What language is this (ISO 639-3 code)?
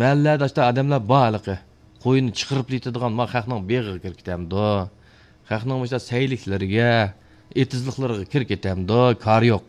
uig